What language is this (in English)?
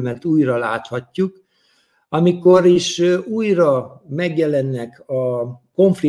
Hungarian